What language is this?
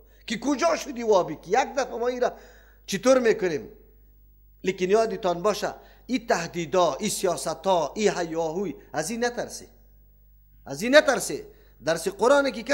Persian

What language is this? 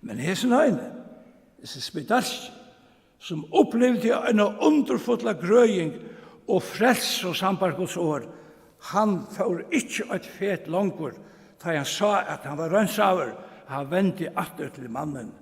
Faroese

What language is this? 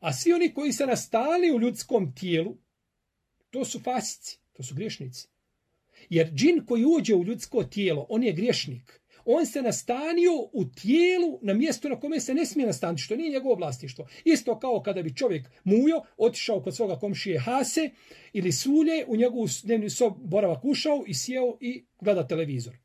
Bosnian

